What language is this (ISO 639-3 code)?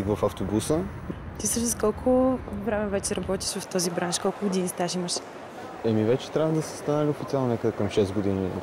bul